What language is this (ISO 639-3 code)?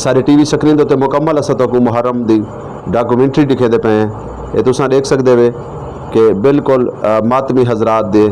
skr